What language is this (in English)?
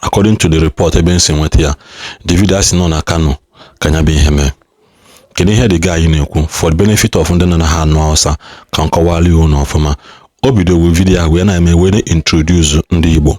Igbo